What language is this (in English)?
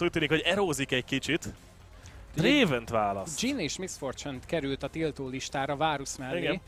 Hungarian